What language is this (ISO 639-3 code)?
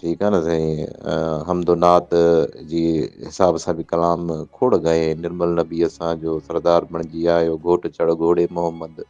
snd